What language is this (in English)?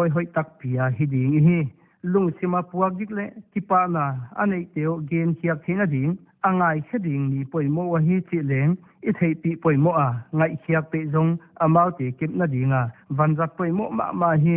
Paite Chin